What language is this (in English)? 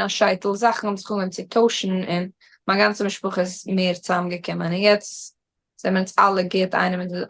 Yiddish